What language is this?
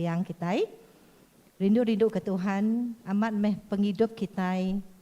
Iban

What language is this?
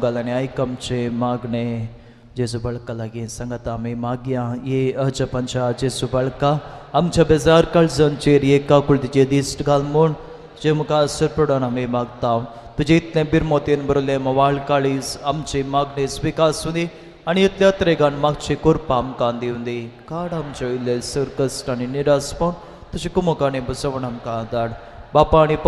Konkani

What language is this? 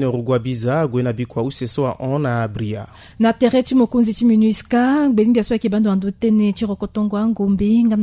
Sango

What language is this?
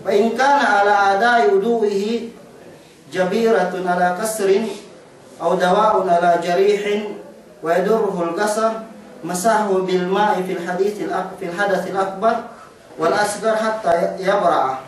Yakan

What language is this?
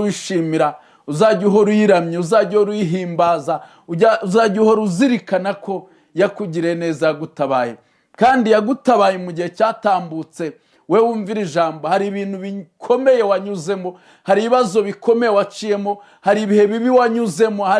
Kinyarwanda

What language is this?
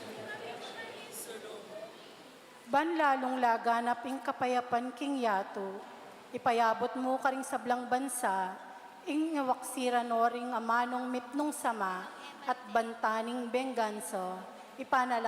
Pampanga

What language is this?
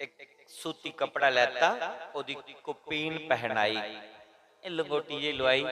Dogri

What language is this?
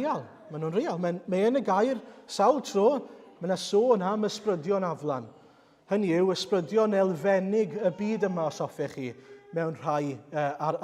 Welsh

